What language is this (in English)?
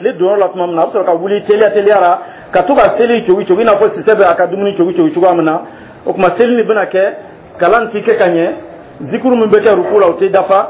Dyula